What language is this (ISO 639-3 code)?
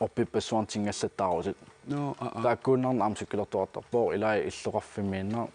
kal